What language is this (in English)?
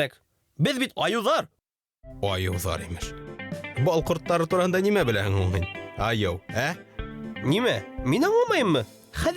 Bashkir